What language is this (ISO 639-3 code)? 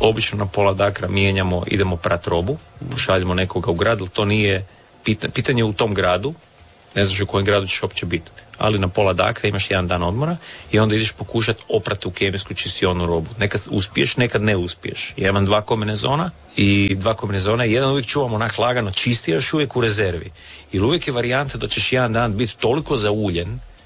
hrv